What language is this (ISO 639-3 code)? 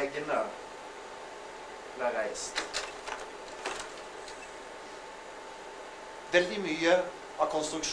nor